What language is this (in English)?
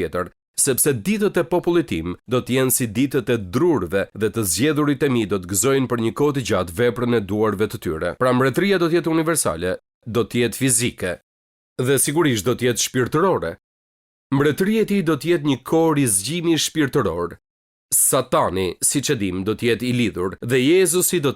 Albanian